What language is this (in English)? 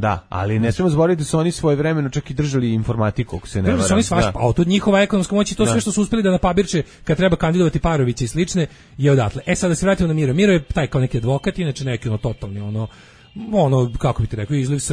Serbian